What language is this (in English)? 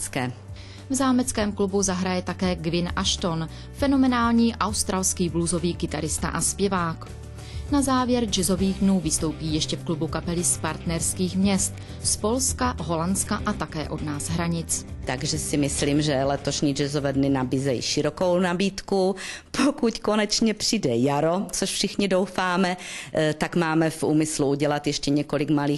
Czech